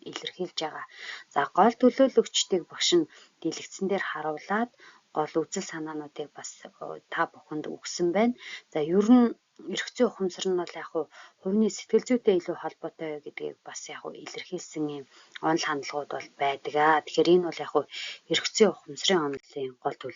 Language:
Mongolian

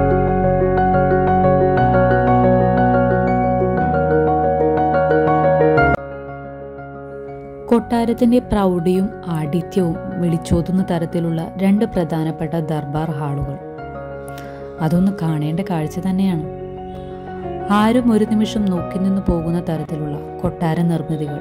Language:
Malayalam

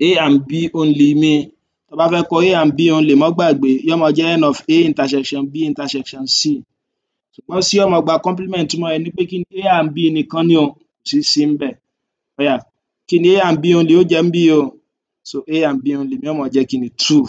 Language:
Yoruba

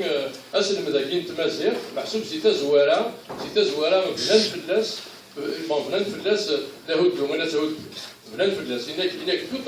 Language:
Kabyle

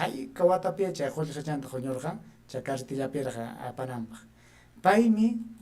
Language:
Ayacucho Quechua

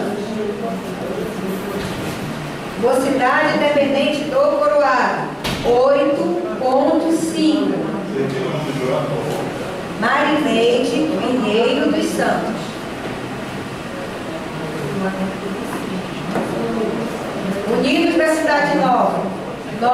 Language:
Portuguese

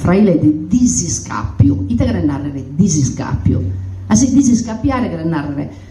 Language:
Sardinian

